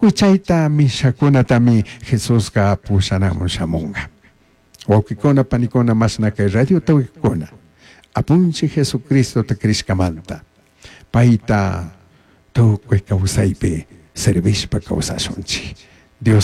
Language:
Chimborazo Highland Quichua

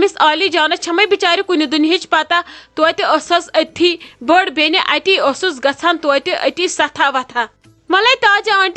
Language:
Kashmiri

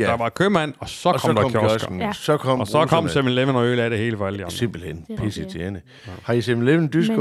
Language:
Danish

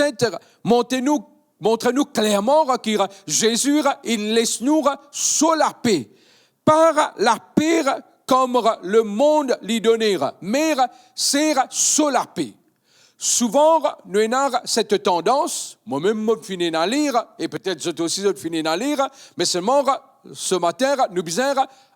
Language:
Morisyen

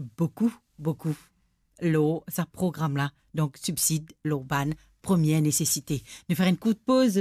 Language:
Morisyen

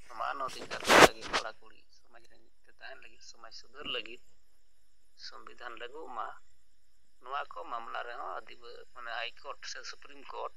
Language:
Santali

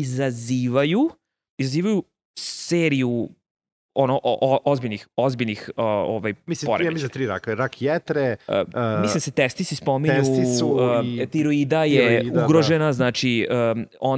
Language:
Serbian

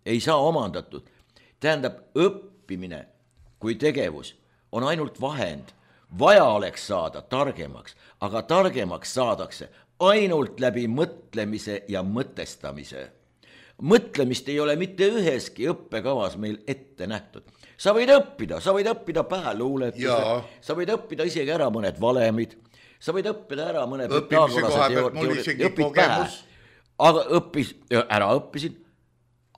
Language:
Estonian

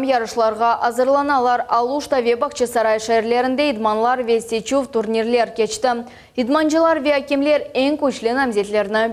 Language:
Crimean Tatar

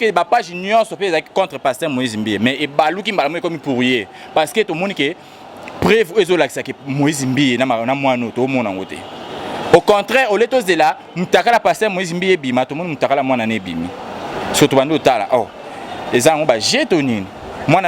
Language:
Lingala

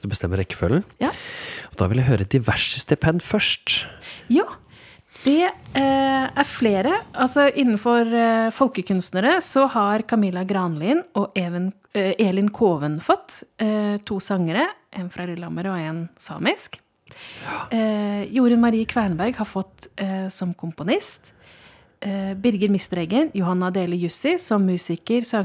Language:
Norwegian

